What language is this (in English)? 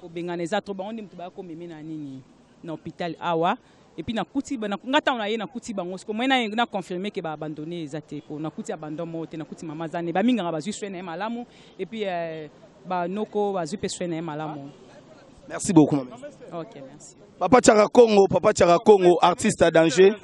Lingala